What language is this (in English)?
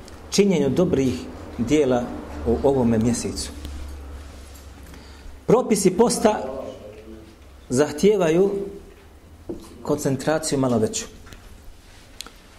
Bosnian